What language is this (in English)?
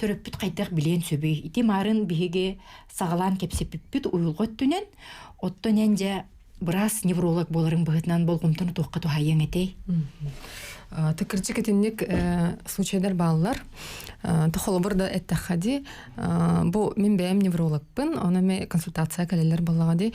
Yakut